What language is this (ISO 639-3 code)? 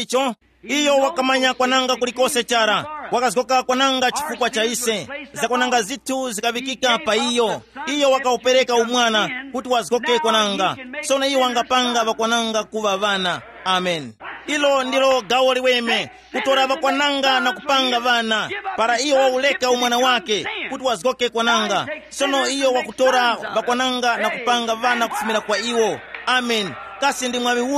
tum